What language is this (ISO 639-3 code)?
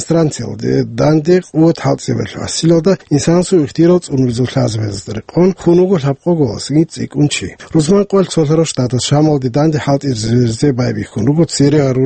ava